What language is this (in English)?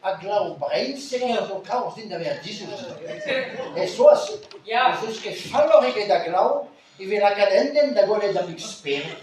Breton